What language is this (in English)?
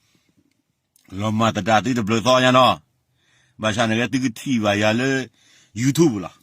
S'gaw Karen